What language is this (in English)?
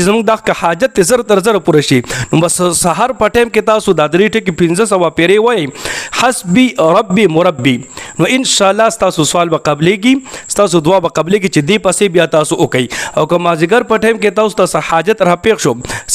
Pashto